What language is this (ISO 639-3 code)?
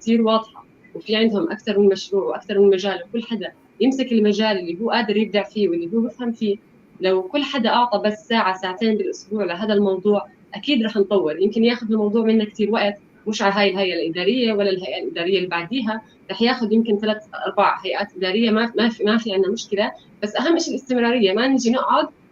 apc